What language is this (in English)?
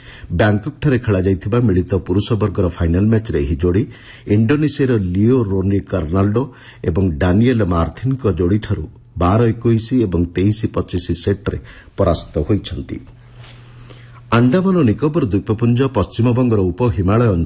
Odia